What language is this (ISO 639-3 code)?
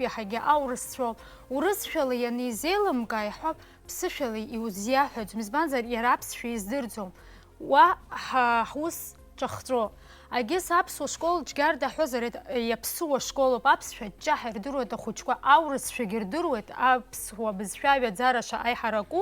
abk